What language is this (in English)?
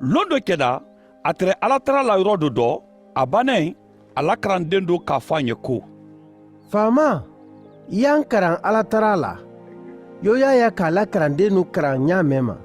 Mandingo